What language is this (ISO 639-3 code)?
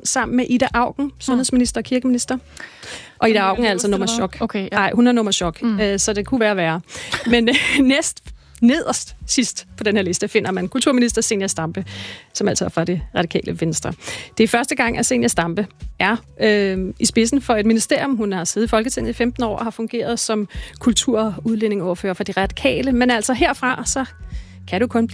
dan